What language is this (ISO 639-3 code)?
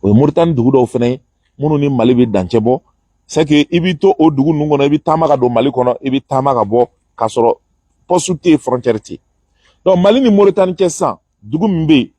bam